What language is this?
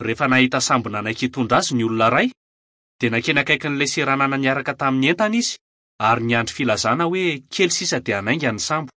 Malagasy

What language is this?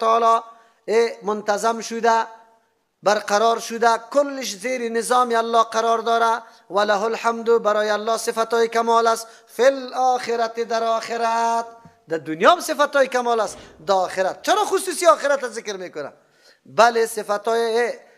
Persian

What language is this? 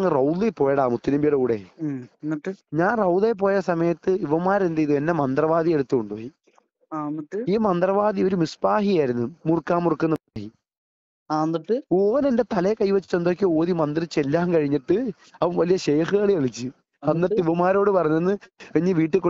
Malayalam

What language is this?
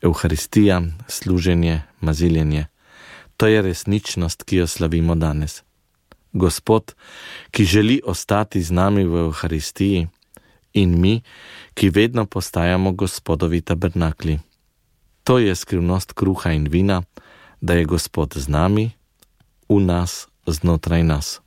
Slovenian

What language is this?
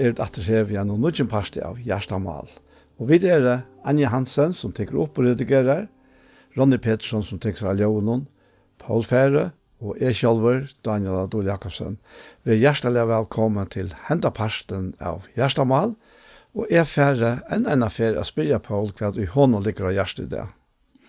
Faroese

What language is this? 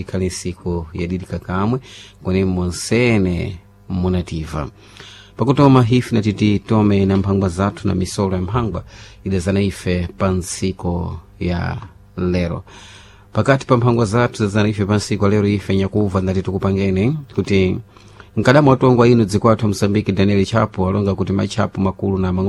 Sena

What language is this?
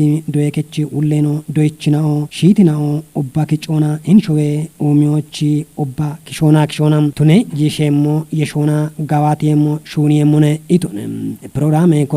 Kafa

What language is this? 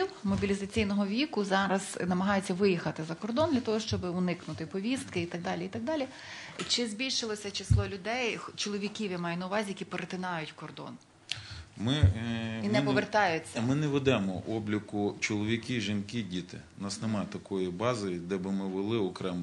Ukrainian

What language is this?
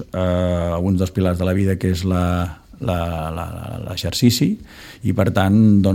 Catalan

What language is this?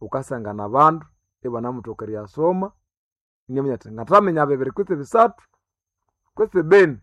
Nande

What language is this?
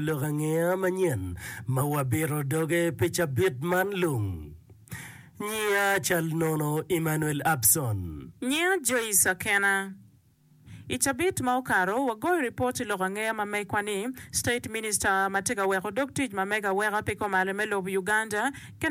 Acoli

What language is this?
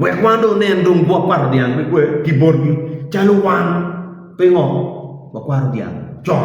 Acoli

